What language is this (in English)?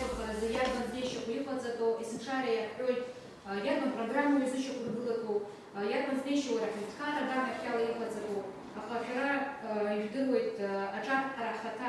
Abkhazian